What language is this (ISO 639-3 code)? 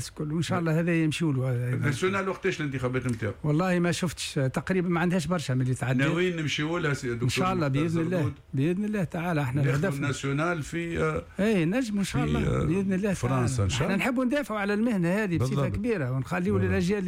aeb